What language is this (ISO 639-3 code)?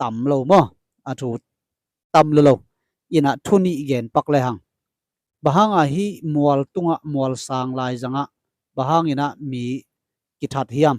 ctd